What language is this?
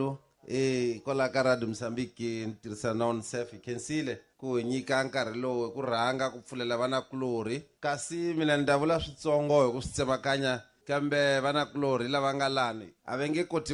Tsonga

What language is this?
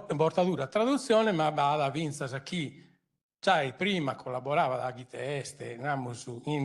Sardinian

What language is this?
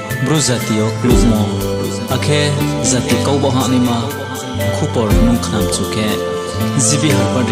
Riang (India)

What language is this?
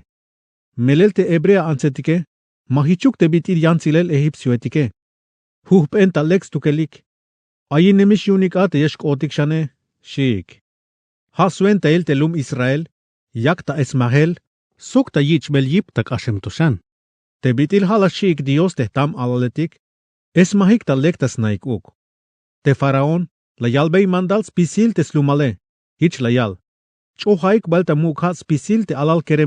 Tzeltal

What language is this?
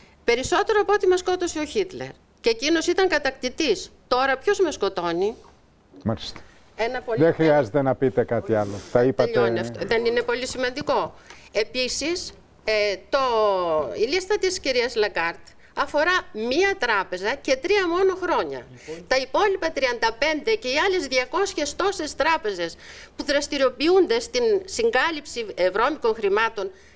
Greek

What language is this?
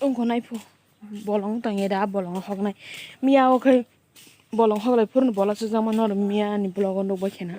Kok Borok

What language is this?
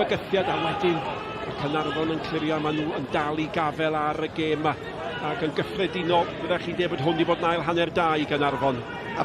Welsh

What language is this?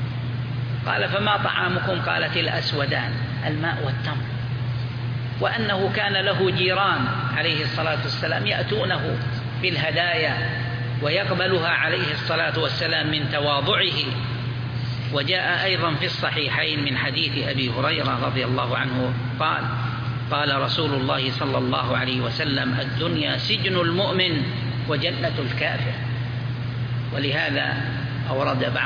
Arabic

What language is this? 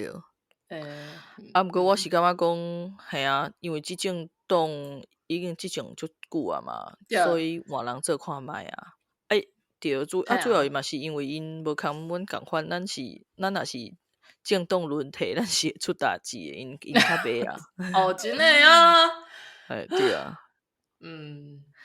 Min Nan Chinese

